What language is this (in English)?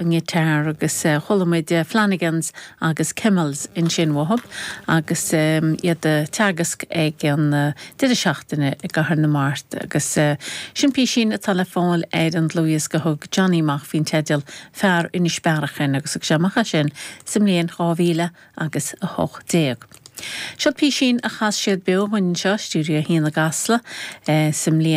Irish